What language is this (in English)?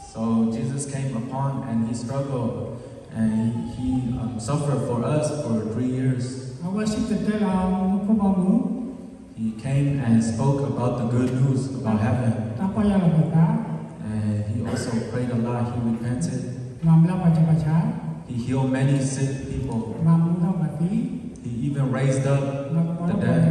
S'gaw Karen